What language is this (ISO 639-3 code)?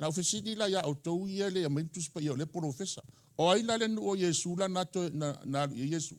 smo